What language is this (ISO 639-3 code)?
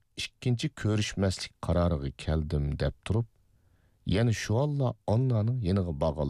uig